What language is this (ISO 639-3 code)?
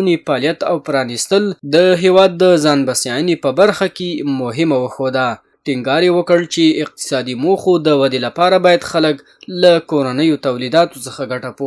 pus